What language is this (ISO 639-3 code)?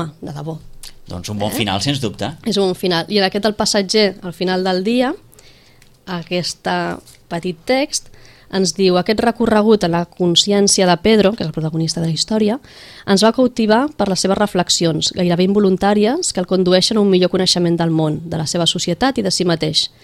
cat